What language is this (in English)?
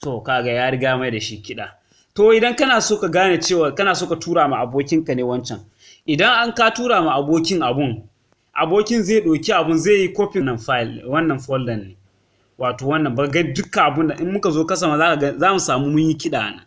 Hausa